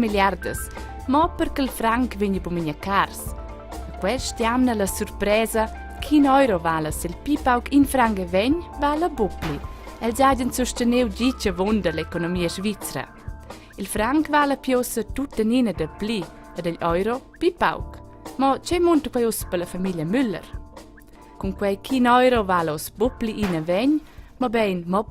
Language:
Romansh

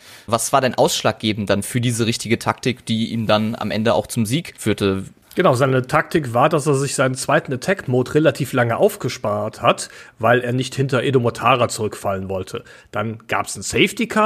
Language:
German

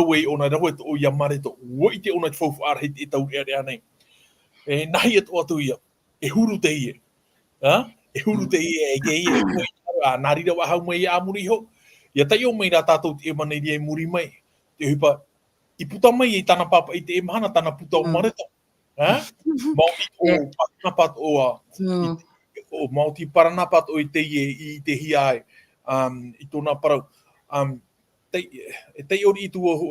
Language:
Tahitian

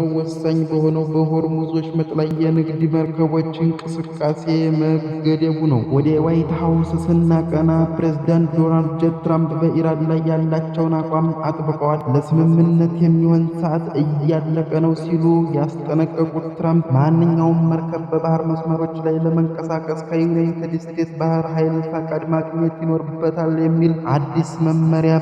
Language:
Amharic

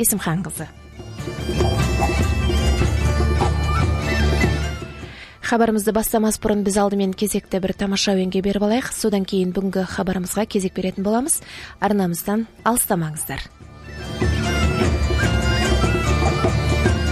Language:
Kazakh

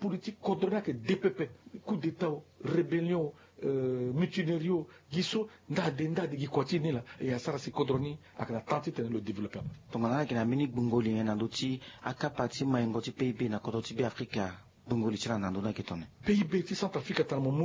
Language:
Sango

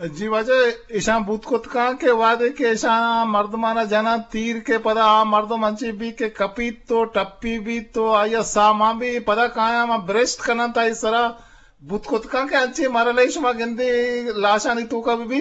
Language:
Eastern Balochi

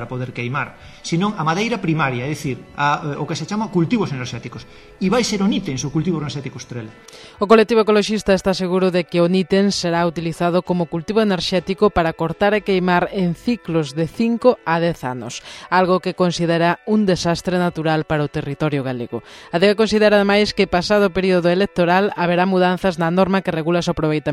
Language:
Galician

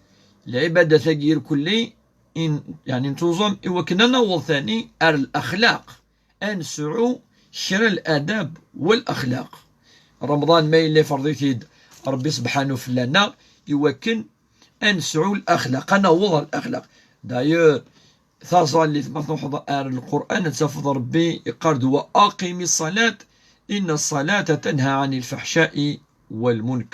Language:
Kabyle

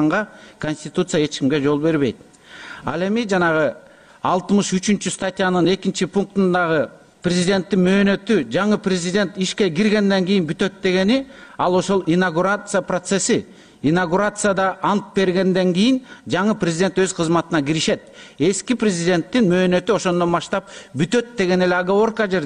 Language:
Kyrgyz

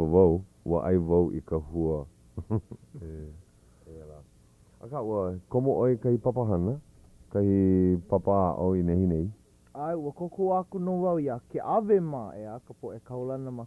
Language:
Hawaiian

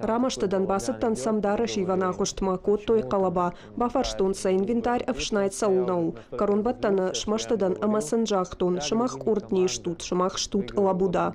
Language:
Ossetic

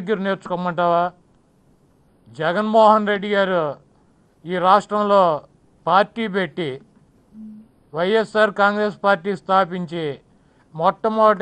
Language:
Telugu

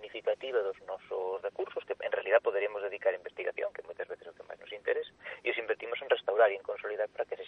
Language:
Galician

